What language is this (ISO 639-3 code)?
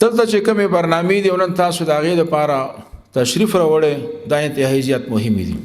pus